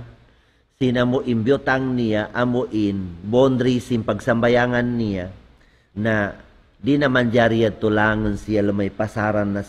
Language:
Tausug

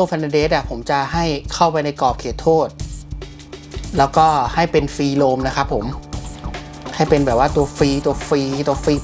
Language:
Thai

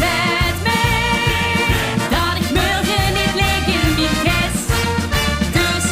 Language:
Limburgish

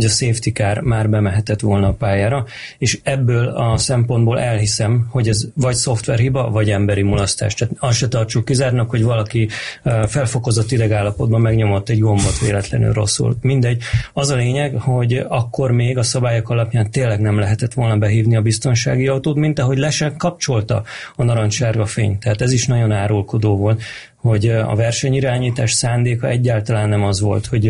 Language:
Hungarian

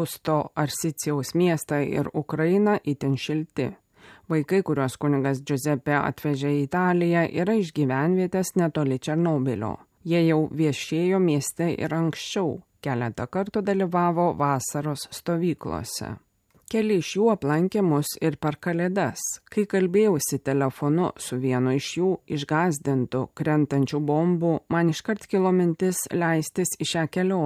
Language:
Lithuanian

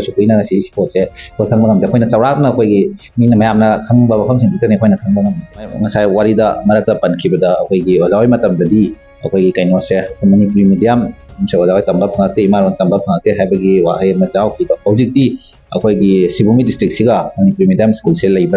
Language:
Manipuri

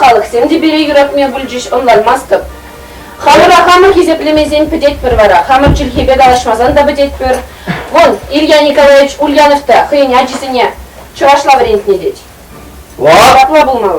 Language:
Chuvash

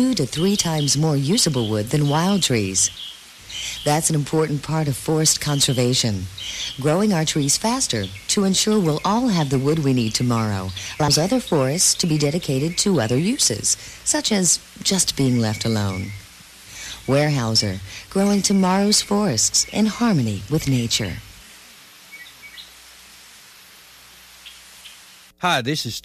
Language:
English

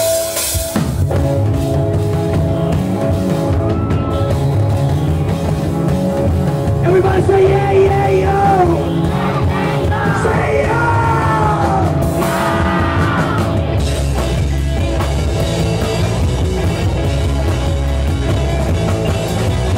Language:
Filipino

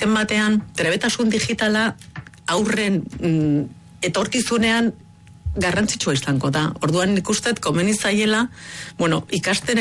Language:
Basque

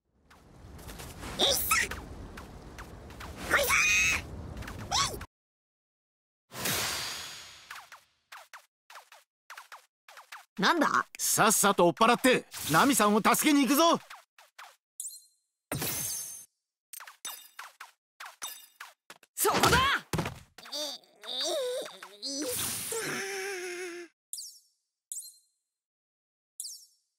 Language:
Japanese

